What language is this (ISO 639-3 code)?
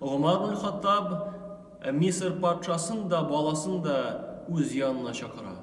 tat